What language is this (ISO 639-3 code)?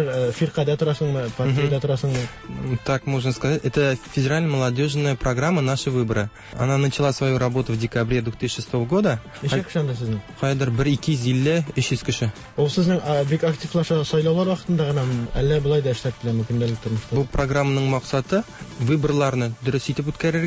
tat